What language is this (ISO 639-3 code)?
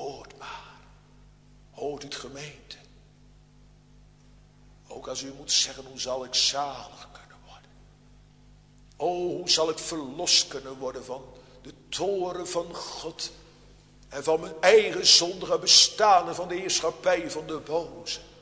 nld